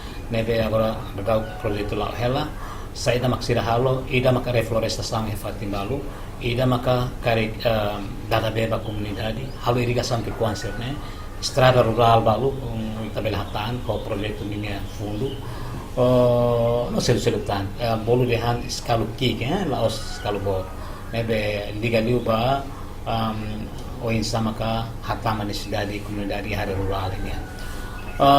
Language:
Tetum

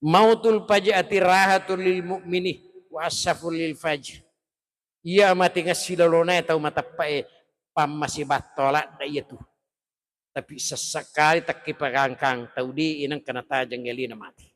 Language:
Buginese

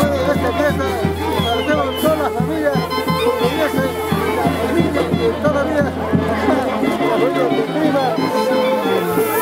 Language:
Spanish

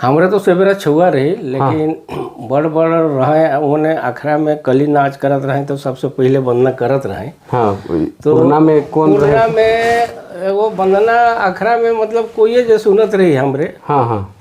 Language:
Sadri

